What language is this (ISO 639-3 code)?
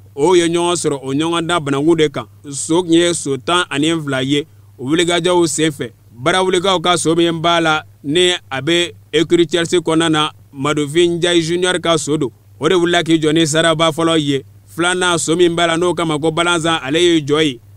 bam